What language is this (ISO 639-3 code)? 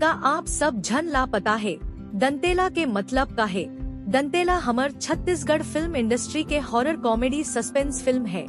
hne